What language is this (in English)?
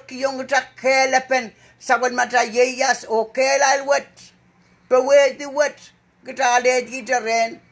Pohnpeian